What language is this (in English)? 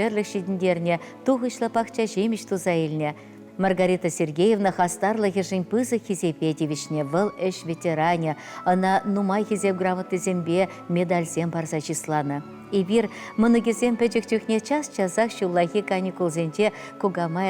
Chuvash